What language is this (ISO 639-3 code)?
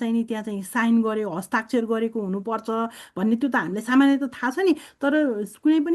nep